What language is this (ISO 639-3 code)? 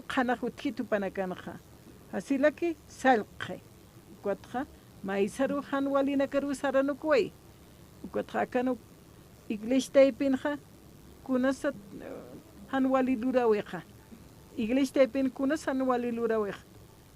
aym